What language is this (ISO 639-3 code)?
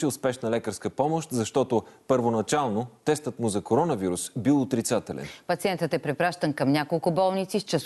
bul